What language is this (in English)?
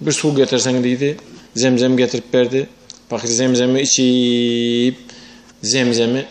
Turkmen